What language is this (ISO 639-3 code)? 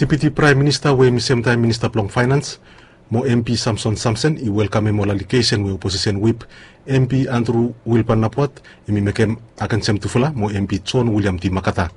bis